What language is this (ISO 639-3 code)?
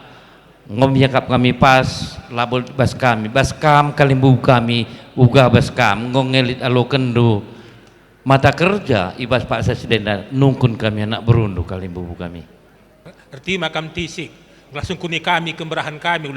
btx